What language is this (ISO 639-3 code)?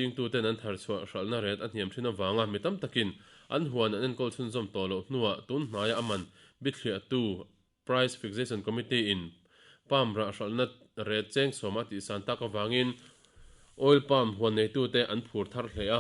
lus